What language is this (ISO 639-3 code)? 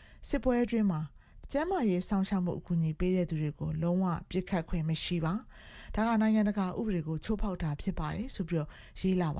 mya